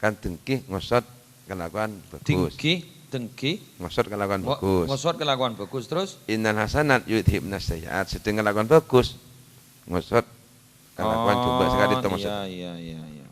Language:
Madurese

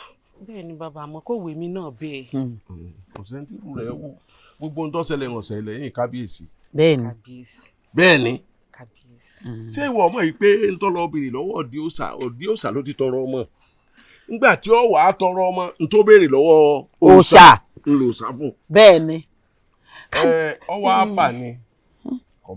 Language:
Yoruba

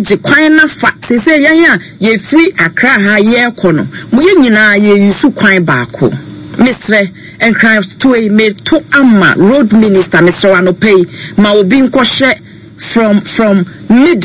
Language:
Akan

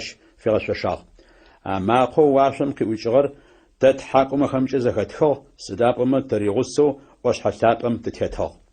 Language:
Adyghe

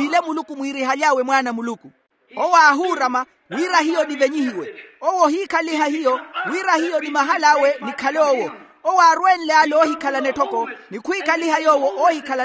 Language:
Makhuwa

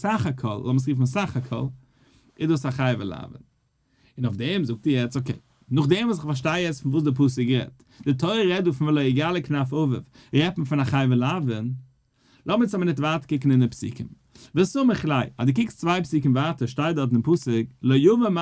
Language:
Yiddish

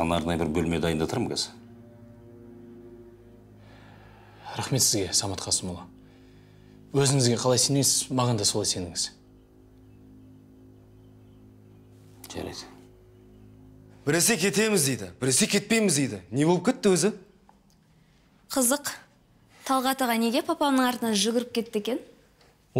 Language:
Kazakh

